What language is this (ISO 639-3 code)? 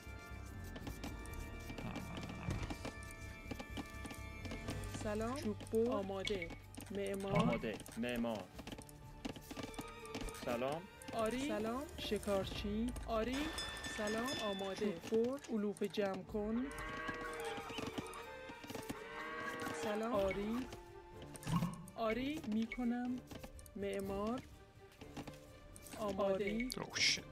fas